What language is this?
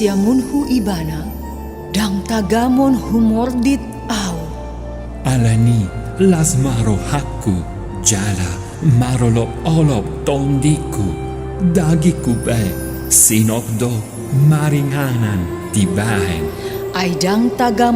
Batak Toba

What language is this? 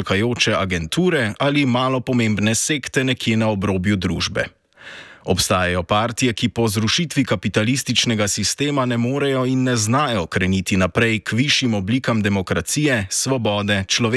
Slovenian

